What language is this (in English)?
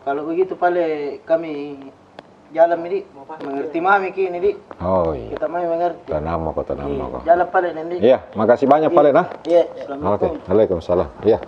Makassar Malay